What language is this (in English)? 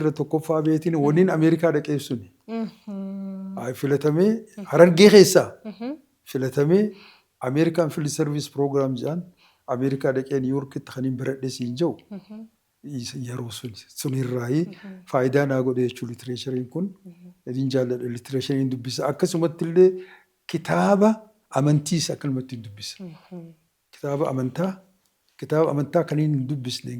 Oromo